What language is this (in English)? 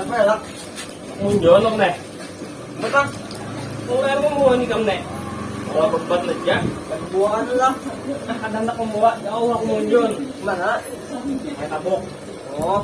Banjar